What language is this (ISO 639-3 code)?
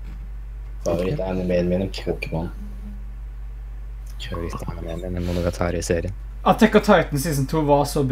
nor